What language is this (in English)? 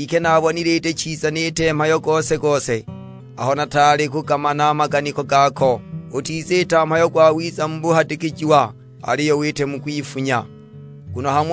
Sukuma